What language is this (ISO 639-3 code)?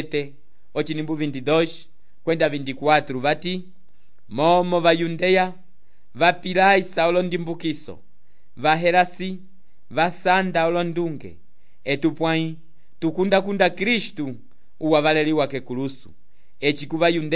umb